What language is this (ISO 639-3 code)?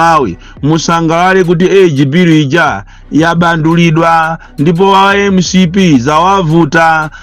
nya